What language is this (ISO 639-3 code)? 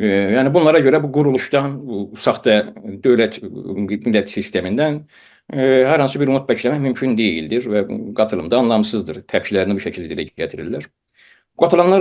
azb